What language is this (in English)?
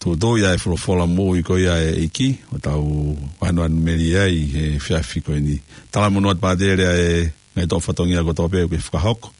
Tongan